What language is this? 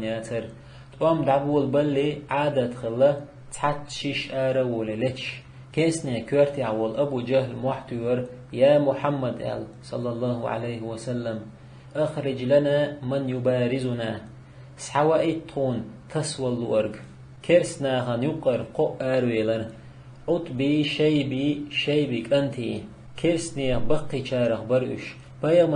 Chechen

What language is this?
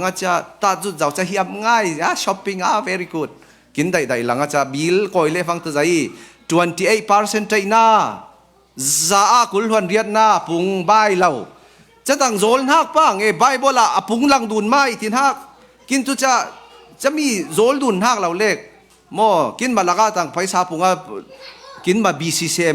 Falam Chin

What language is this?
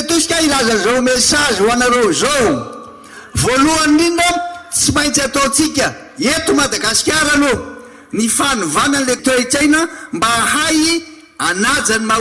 Malagasy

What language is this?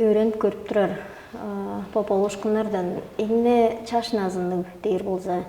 Tuvinian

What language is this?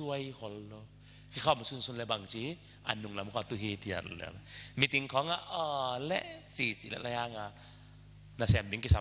Tedim Chin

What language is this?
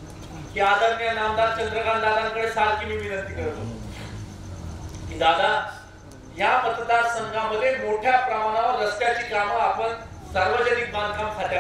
Marathi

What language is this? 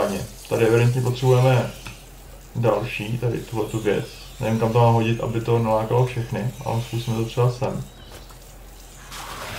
Czech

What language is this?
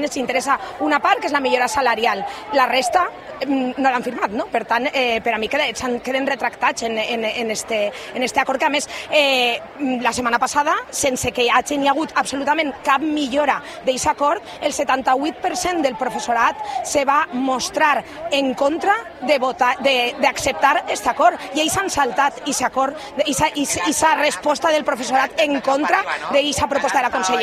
Catalan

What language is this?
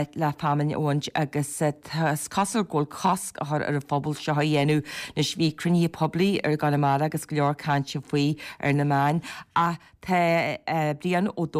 Irish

